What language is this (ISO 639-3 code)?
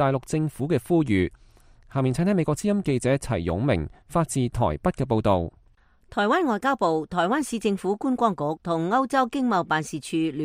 yue